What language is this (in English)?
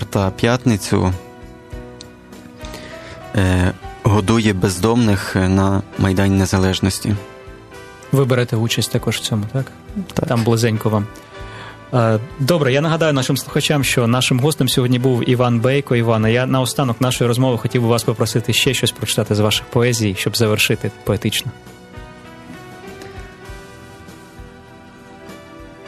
Ukrainian